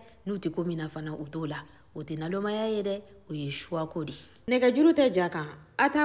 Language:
Bambara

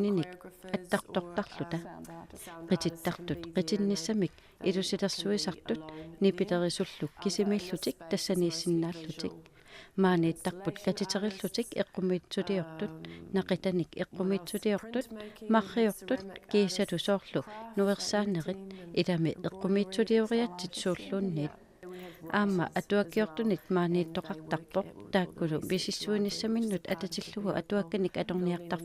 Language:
Kalaallisut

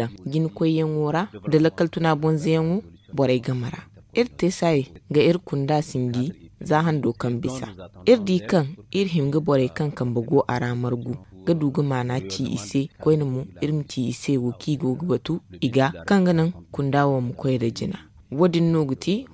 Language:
Zarma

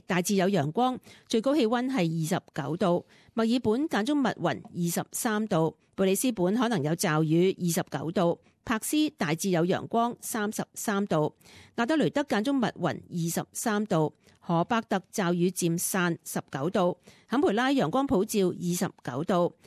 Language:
Cantonese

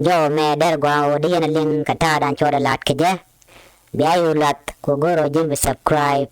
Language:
Nuer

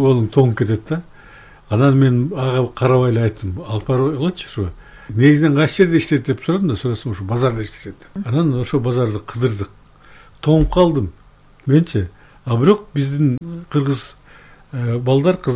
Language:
Kyrgyz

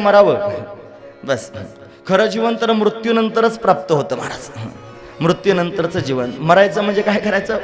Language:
Marathi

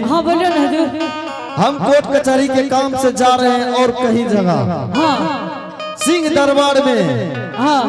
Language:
Angika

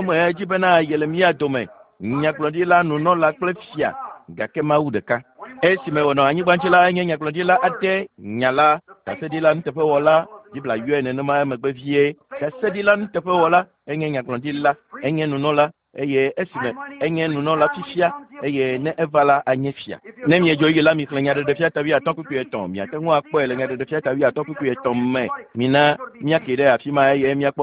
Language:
Ewe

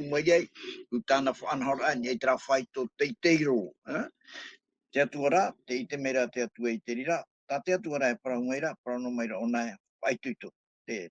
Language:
Tahitian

